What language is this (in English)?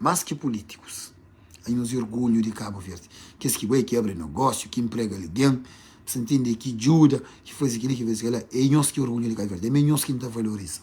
Kabuverdianu